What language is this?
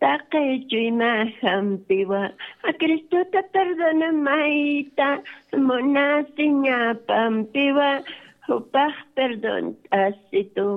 Aymara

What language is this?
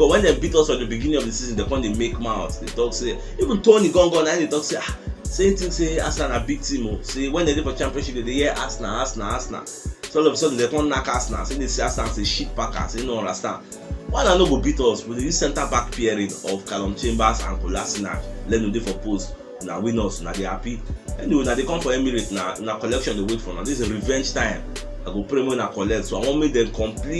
Nigerian Pidgin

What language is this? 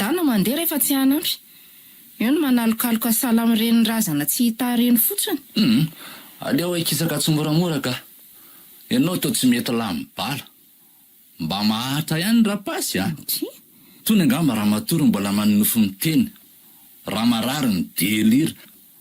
Malagasy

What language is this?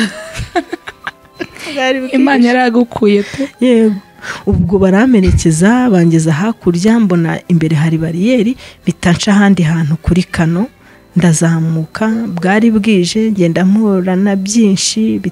Kinyarwanda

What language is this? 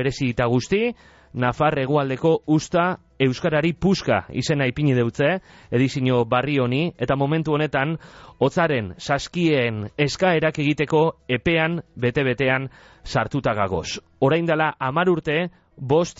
Basque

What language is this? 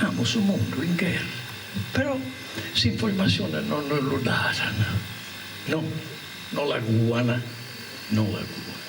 Sardinian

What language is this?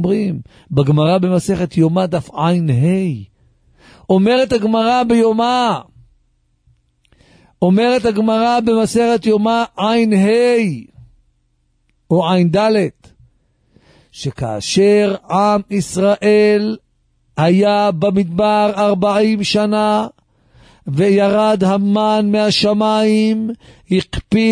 Hebrew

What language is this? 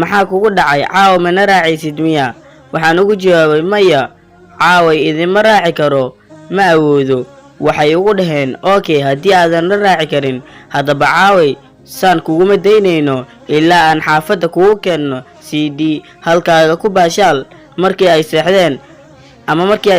Somali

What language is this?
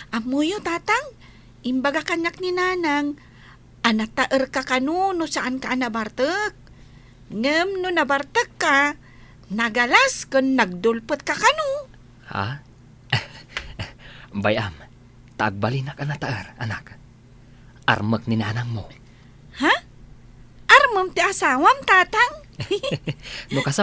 Iloko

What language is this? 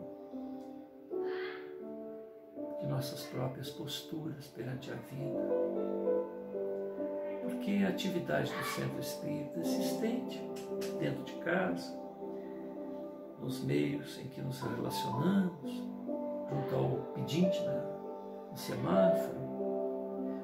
Portuguese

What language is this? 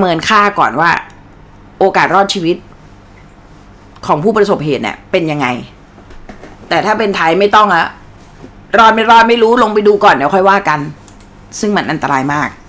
Thai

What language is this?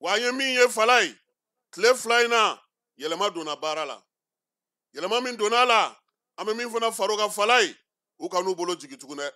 Bambara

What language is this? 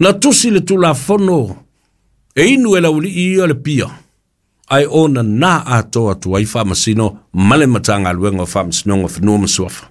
Samoan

